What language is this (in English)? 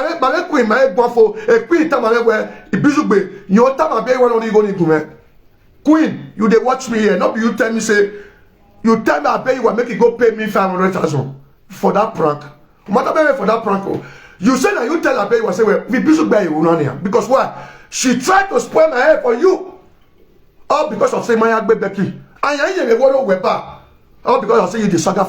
Nigerian Pidgin